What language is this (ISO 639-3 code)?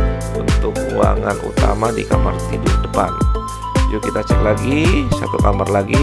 ind